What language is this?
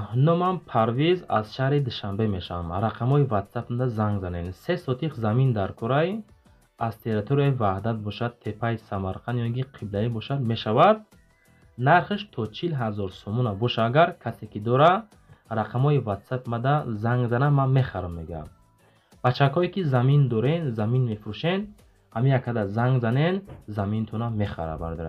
Tajik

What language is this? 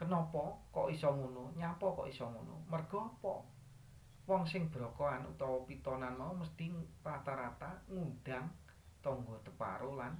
Javanese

